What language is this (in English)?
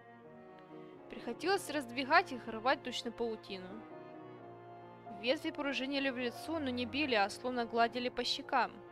Russian